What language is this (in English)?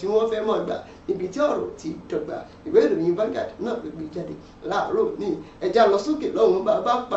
Yoruba